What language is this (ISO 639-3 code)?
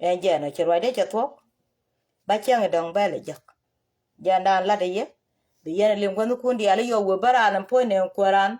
nus